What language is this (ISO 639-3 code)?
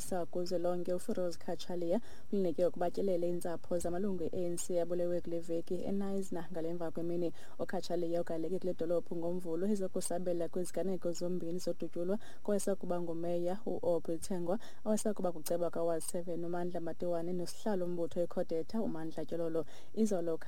xho